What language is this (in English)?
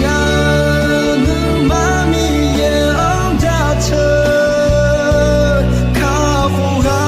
Akha